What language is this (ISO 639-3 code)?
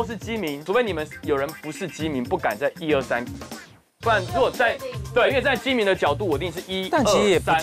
zho